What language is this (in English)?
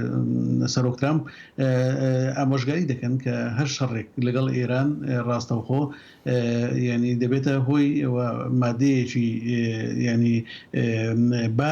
Central Kurdish